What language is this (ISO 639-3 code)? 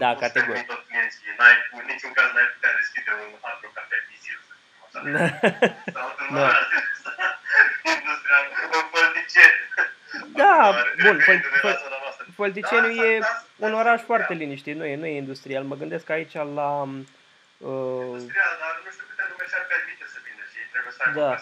ron